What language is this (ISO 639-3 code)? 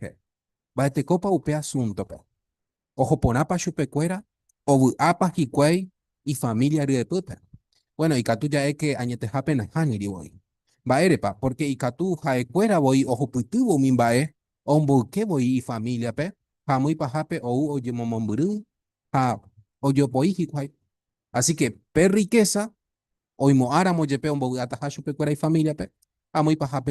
grn